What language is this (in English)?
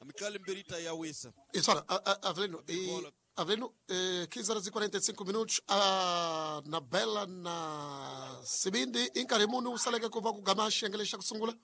Tsonga